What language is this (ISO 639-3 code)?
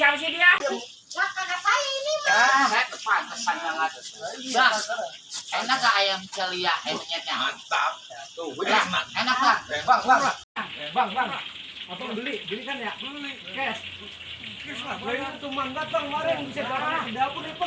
bew